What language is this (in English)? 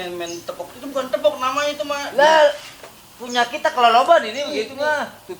Betawi